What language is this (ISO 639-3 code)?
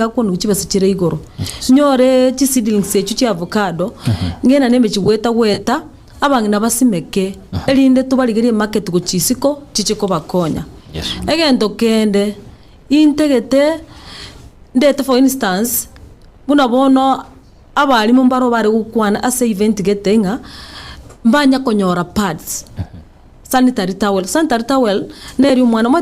guz